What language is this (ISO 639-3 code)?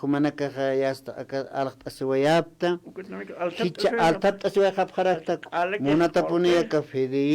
aym